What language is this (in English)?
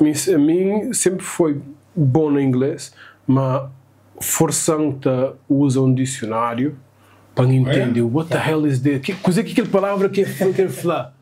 Kabuverdianu